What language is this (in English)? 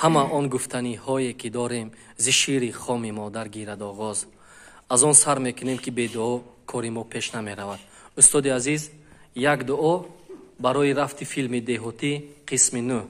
Tajik